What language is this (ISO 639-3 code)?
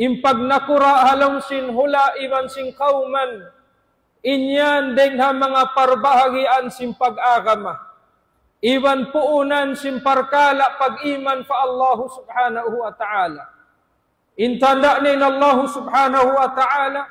tsg